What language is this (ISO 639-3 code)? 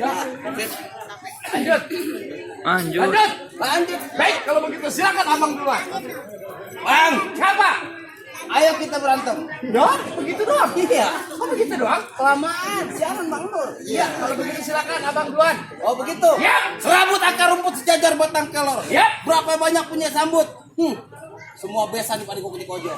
bew